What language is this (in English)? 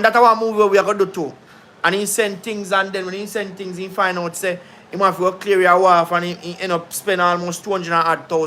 Jamaican Creole English